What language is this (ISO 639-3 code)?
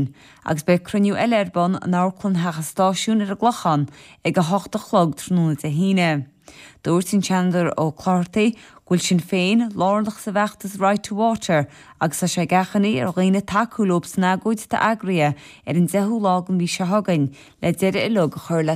gle